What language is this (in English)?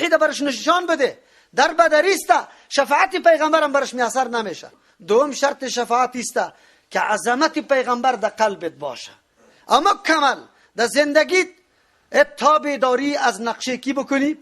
Persian